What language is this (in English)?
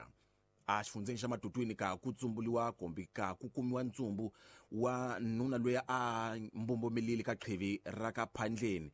Tsonga